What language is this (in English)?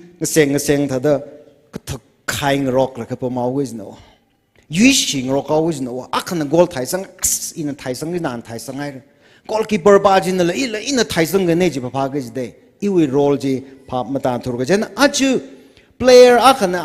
Tangkhul Naga (India)